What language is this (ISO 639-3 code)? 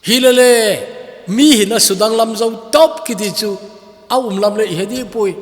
tcz